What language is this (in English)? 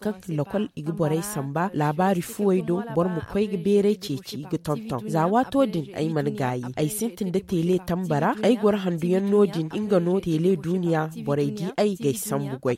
Zarma